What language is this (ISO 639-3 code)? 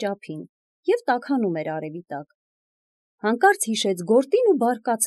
hye